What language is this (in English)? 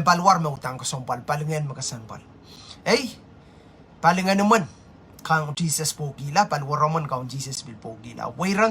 Pohnpeian